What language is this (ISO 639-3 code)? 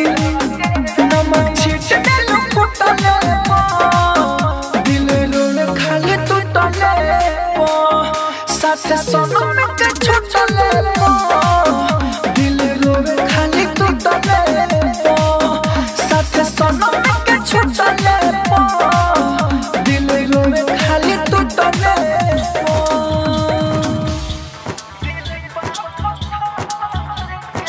bho